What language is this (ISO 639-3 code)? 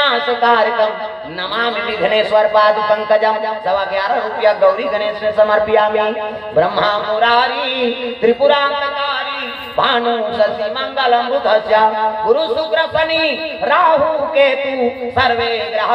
hne